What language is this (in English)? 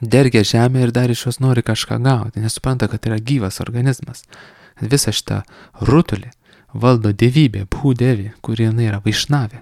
Lithuanian